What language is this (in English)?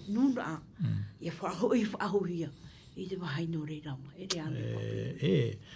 Tahitian